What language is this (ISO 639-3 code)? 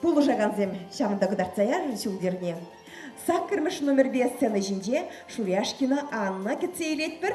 chv